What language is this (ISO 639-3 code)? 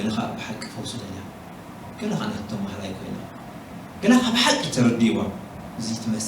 tir